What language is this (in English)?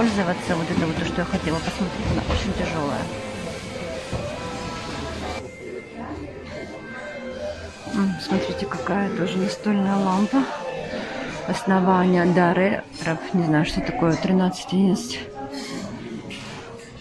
Russian